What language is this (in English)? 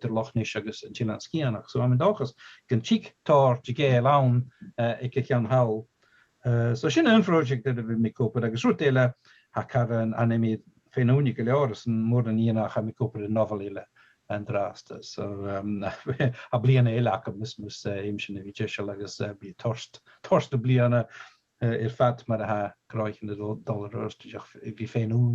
Scottish Gaelic